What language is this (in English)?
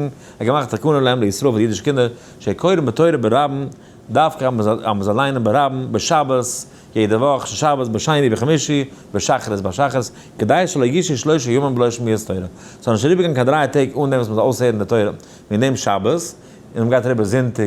Yiddish